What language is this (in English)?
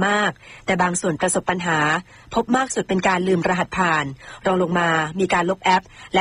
Thai